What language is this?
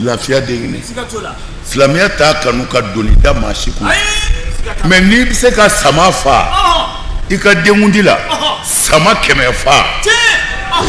Bambara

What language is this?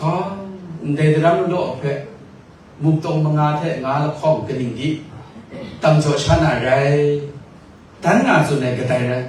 Kachin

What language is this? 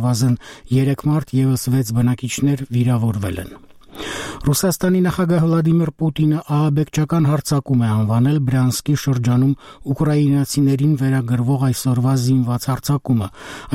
Armenian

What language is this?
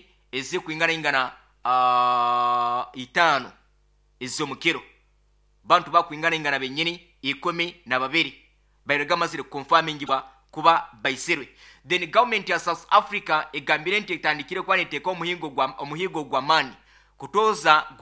Nyoro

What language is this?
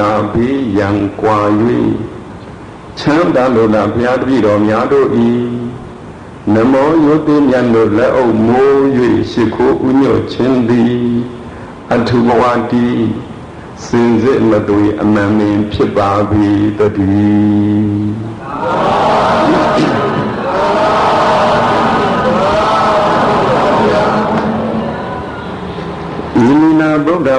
Burmese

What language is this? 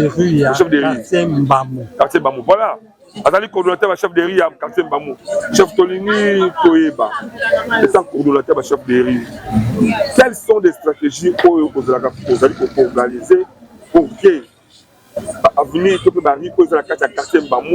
Lingala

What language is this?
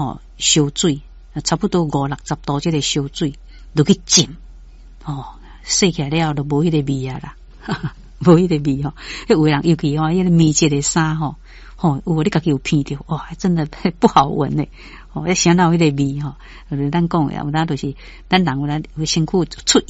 Min Nan Chinese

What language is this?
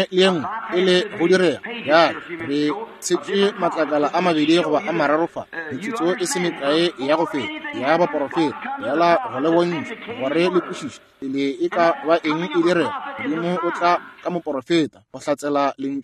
Northern Sotho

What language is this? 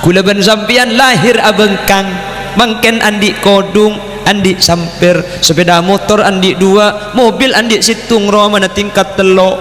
Madurese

